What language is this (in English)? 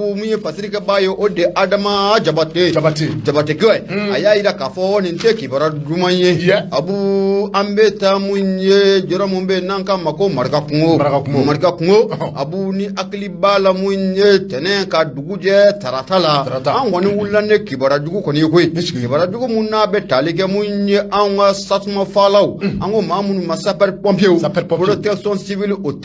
Bambara